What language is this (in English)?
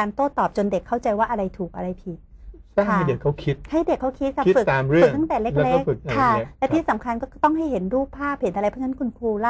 Thai